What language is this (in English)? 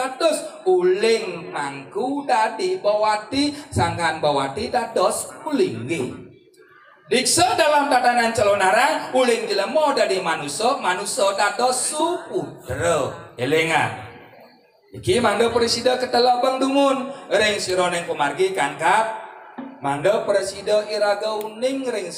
Balinese